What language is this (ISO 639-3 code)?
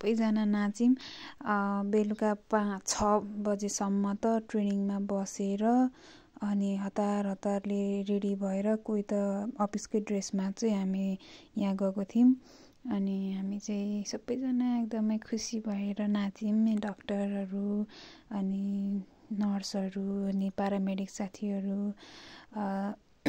nep